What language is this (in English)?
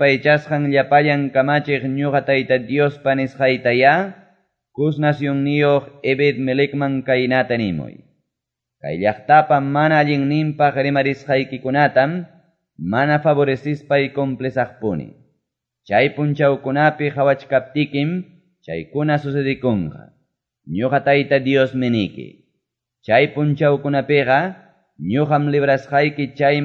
Quechua